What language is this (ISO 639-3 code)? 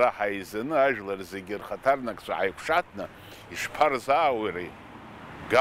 abk